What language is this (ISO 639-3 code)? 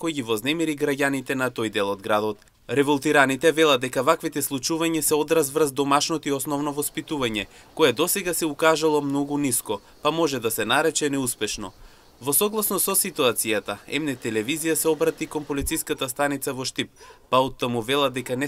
mkd